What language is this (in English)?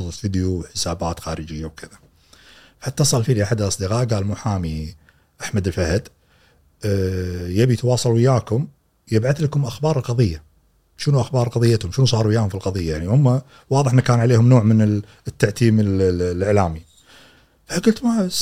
Gulf Arabic